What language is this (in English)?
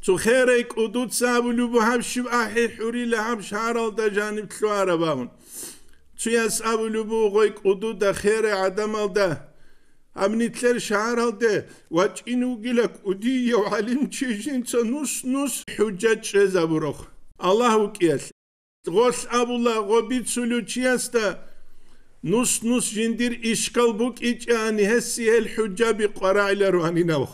Avaric